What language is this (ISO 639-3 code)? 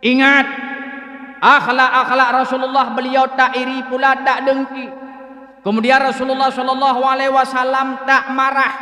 ace